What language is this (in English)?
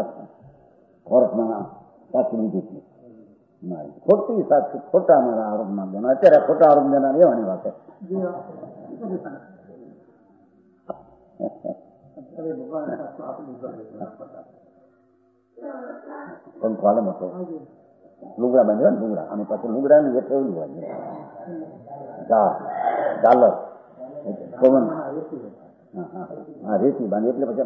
Gujarati